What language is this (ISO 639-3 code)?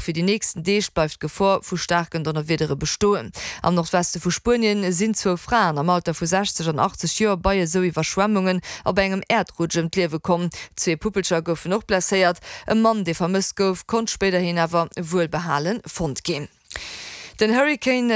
ltz